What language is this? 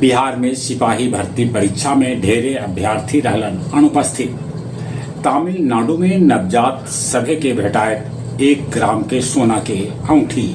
Magahi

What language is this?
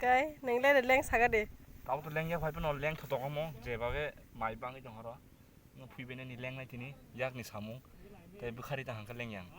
Kok Borok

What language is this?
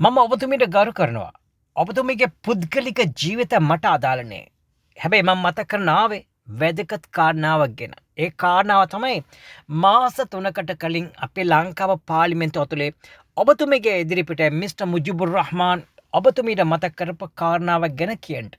Sinhala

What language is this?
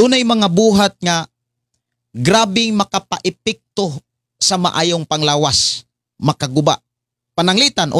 Cebuano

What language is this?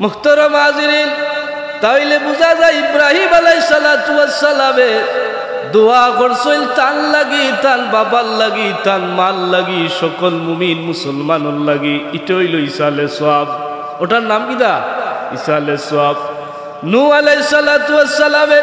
Sylheti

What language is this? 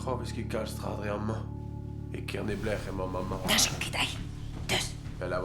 Breton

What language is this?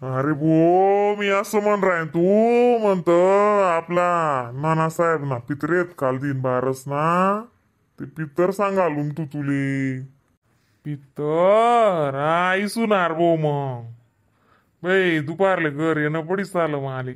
Khandesi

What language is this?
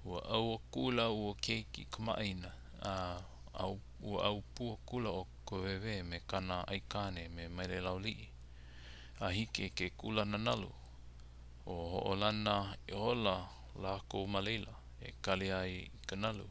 Hawaiian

